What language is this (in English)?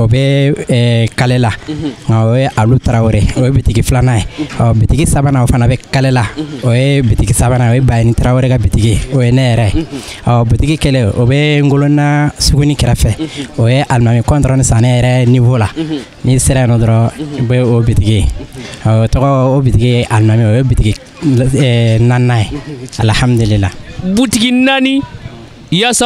Bambara